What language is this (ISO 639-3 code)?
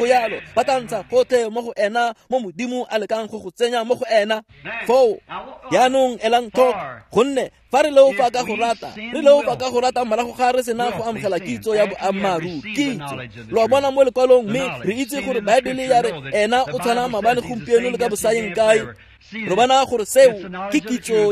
tsn